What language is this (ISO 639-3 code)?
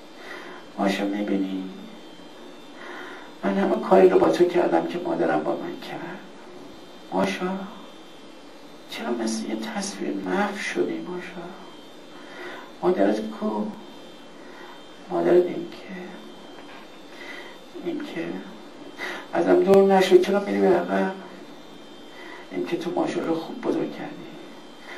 fas